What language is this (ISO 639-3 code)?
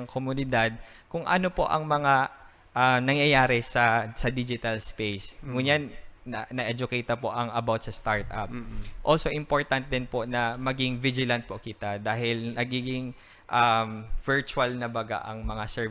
bik